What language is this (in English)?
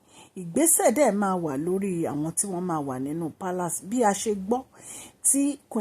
Yoruba